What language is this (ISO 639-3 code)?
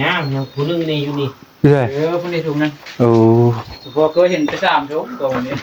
tts